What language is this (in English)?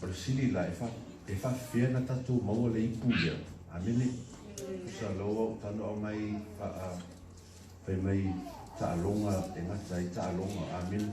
Samoan